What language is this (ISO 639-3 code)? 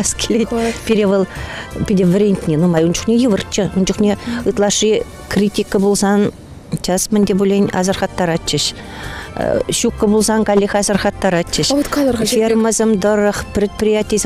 chv